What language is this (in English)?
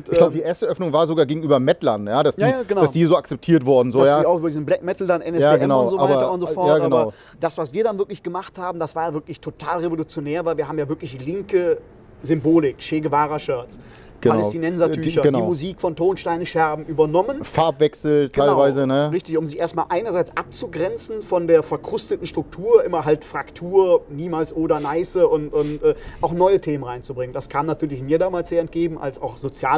German